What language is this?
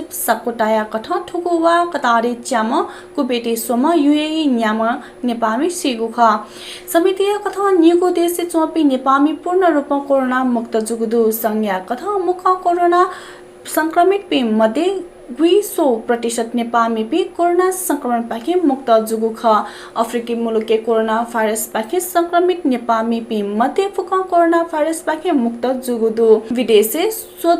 Newari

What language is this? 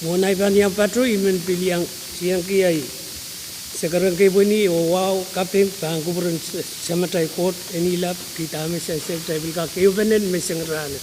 Pohnpeian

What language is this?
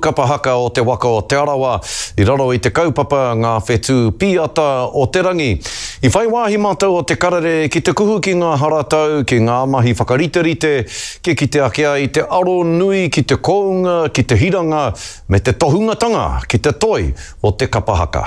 Māori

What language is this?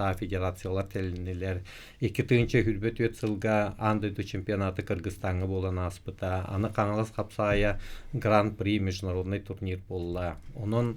Yakut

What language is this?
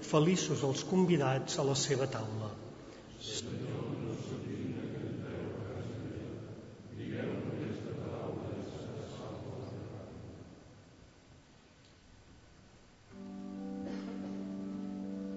Catalan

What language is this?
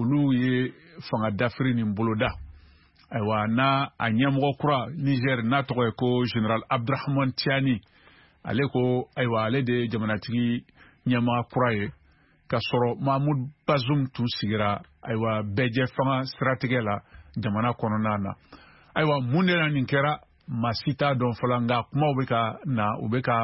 Bambara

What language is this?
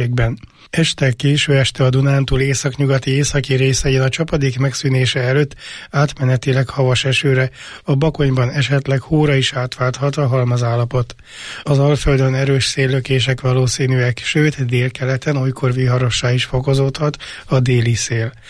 Hungarian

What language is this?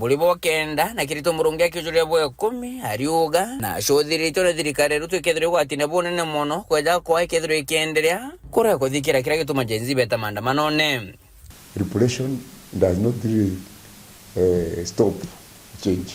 Meru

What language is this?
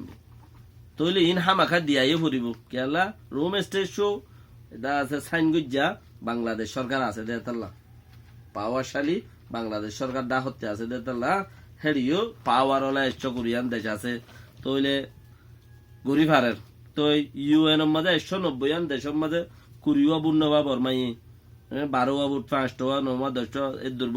Rohingya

